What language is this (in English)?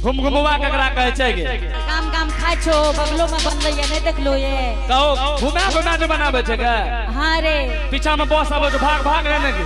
Angika